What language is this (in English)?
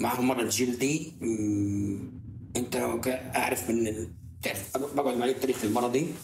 North Levantine Arabic